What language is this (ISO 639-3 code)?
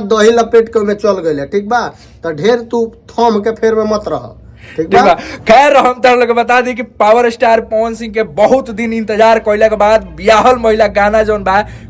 bho